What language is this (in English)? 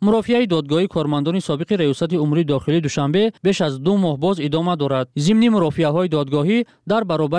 Tajik